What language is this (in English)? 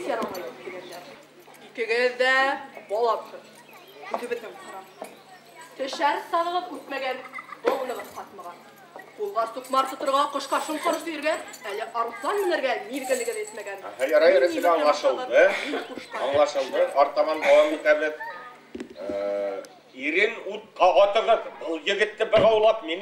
Bashkir